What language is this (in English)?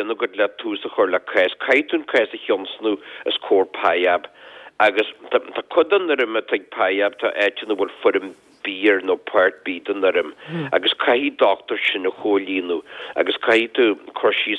Irish